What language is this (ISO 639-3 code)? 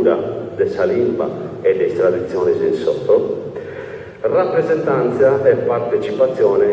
srd